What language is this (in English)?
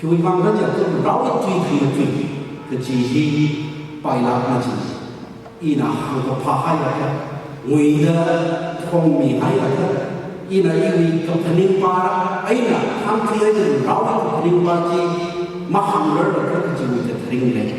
Tangkhul Naga (India)